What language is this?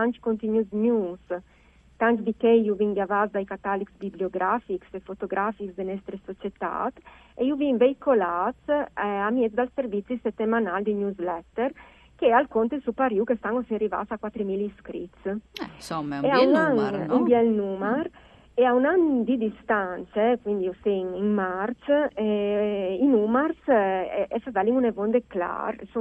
Friulian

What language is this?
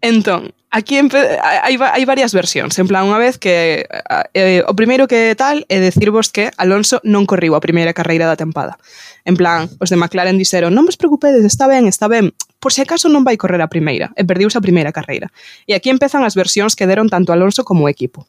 Galician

